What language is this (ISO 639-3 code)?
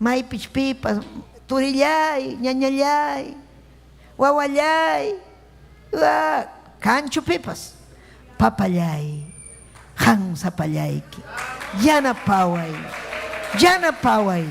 quy